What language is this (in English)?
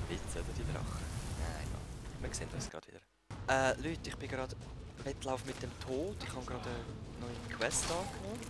Swiss German